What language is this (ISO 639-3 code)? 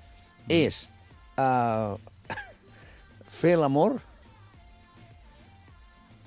cat